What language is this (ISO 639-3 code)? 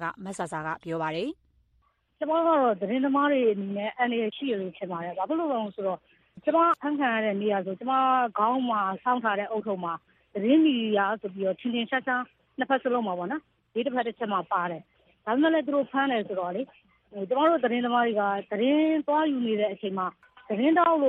mya